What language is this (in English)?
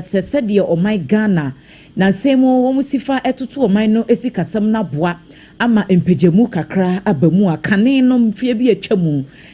Akan